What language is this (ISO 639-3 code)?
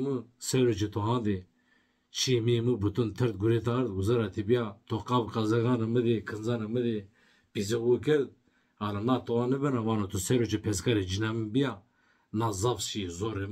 zza